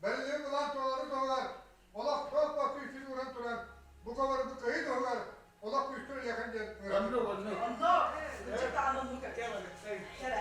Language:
Yakut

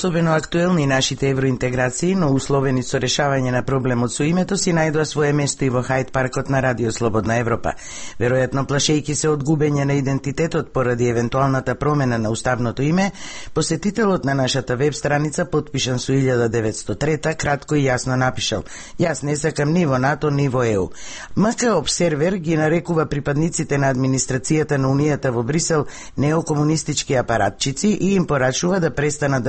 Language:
Macedonian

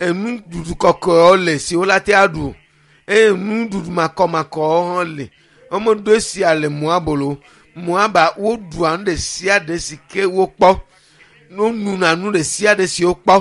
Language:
Ewe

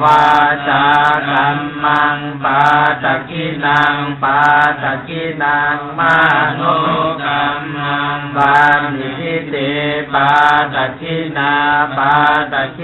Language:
Pali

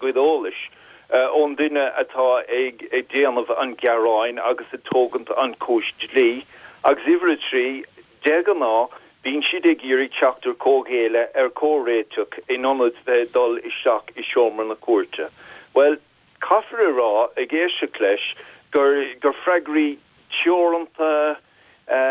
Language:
Irish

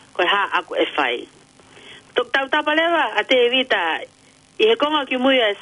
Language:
Tongan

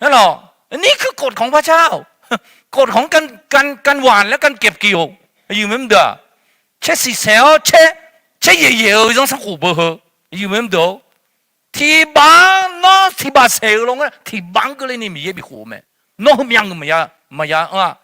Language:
Akha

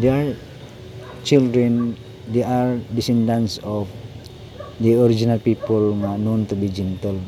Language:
Cebuano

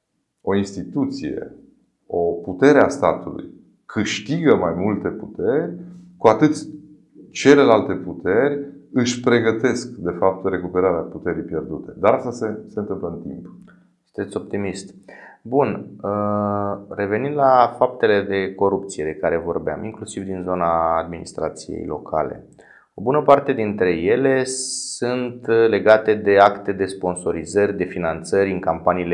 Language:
Romanian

